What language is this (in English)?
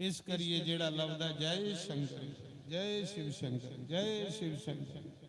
Dogri